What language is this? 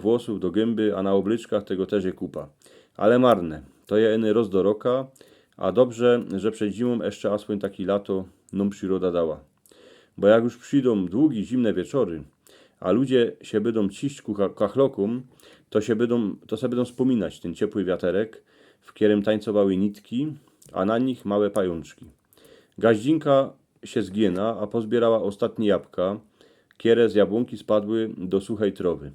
Silesian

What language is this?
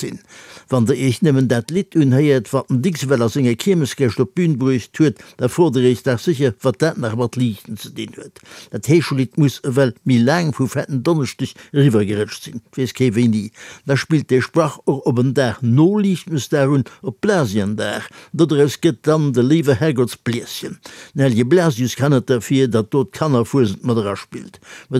Luxembourgish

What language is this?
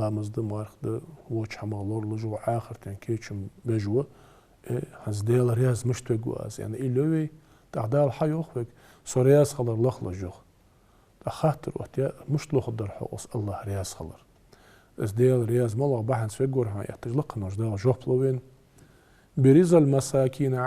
Ingush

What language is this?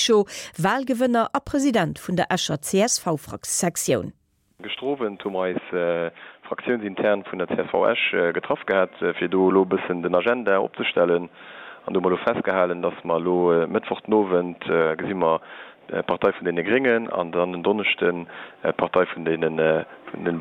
Luxembourgish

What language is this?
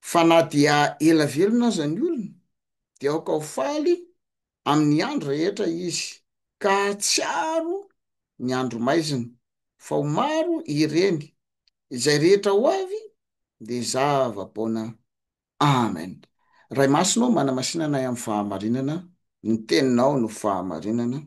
Malagasy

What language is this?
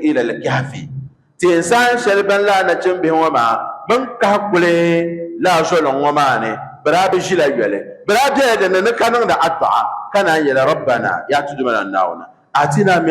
Dagbani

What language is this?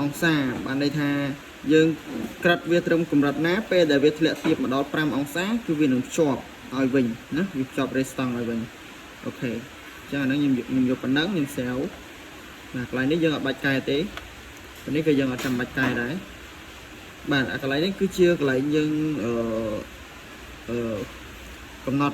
Khmer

